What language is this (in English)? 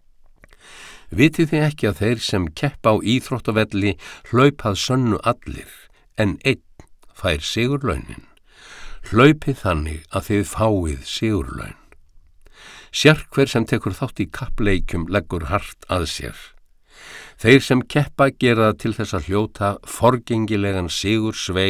Icelandic